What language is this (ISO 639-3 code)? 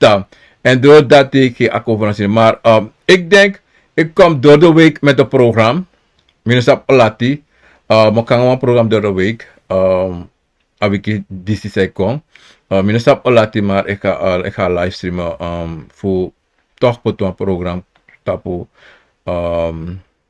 srn